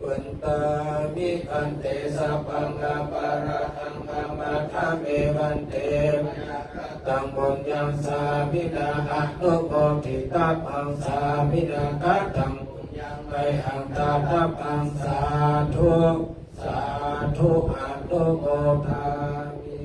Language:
Pali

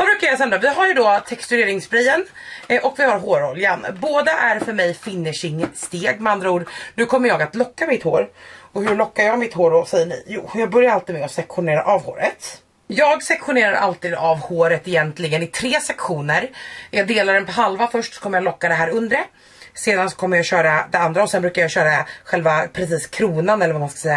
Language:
Swedish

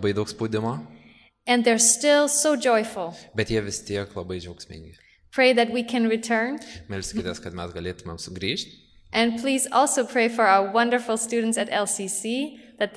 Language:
Lithuanian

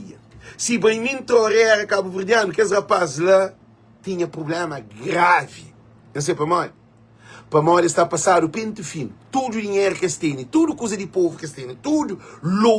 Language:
Kabuverdianu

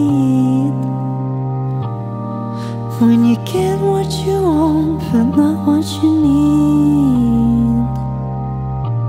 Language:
English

